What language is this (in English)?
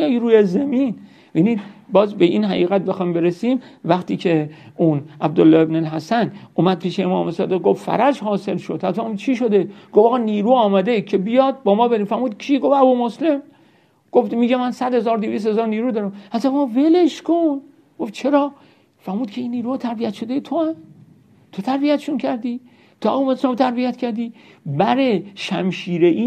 Persian